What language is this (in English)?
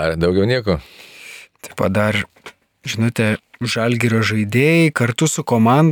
Lithuanian